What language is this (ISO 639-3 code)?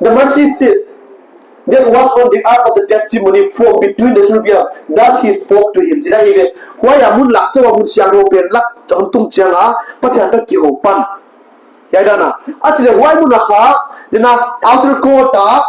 pck